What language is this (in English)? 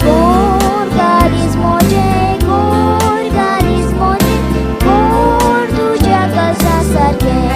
Konkani